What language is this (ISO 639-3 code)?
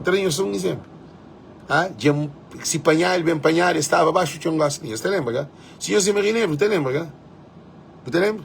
kea